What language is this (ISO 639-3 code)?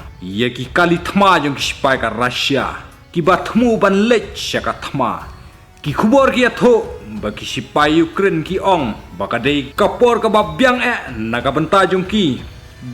kha